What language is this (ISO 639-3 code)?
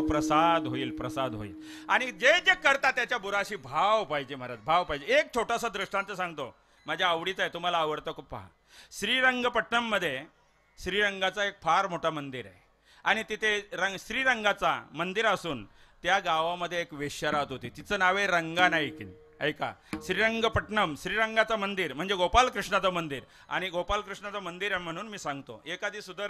mar